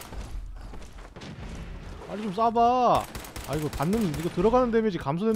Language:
Korean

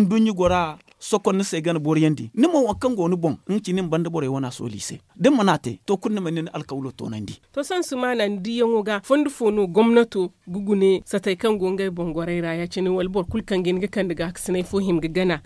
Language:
Zarma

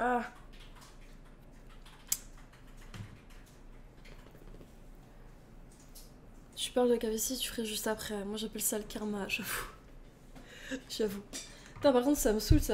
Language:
French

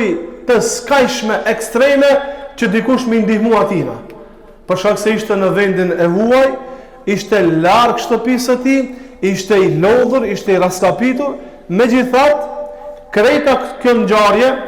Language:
Albanian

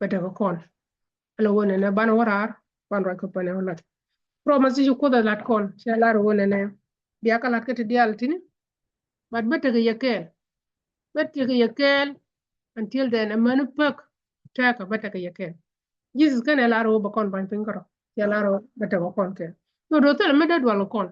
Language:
Nuer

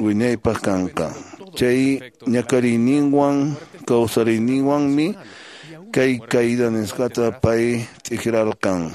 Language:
Quechua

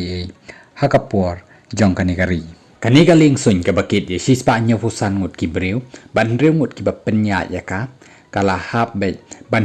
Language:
Khasi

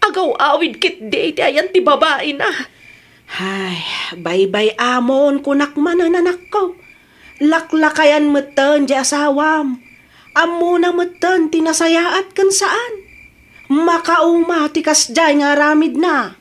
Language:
Iloko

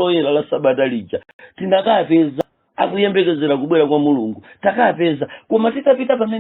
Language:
Nyanja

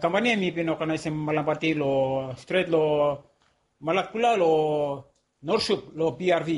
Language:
Bislama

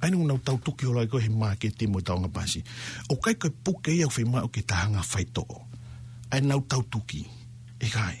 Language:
Tongan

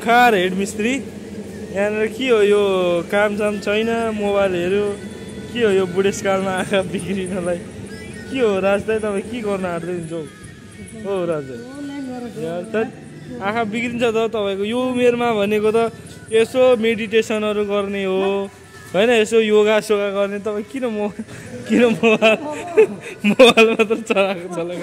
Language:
Nepali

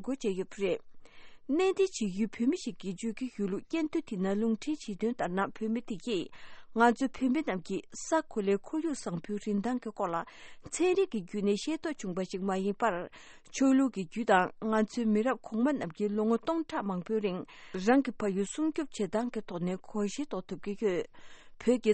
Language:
Tibetan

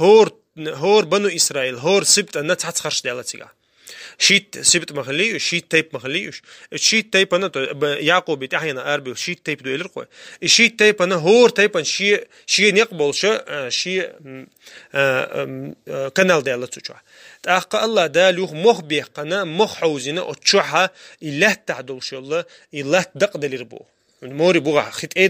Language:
Chechen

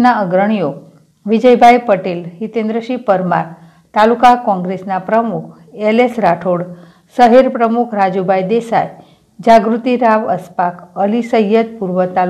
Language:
Gujarati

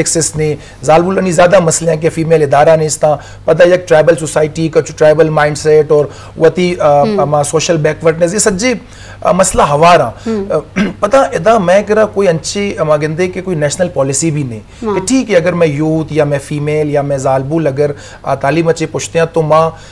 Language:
Baluchi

